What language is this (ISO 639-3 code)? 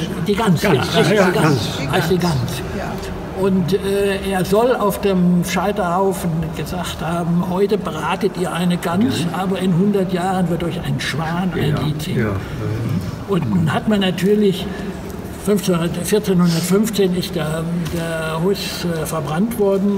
deu